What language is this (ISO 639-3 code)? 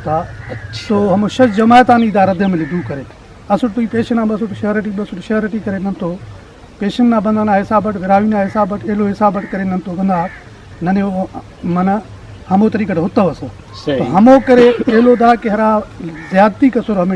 brh